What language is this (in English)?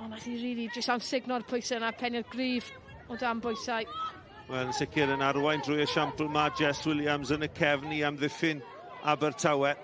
Welsh